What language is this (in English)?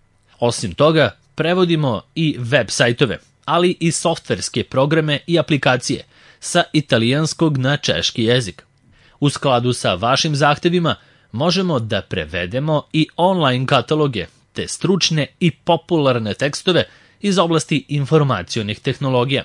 Serbian